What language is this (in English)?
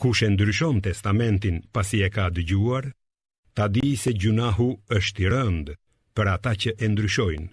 Albanian